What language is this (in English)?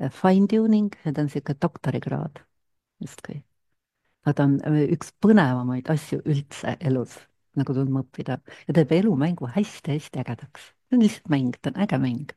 Estonian